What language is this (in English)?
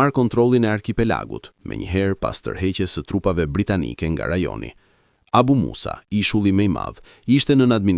Albanian